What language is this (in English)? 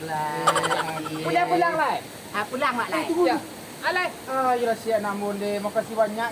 Minangkabau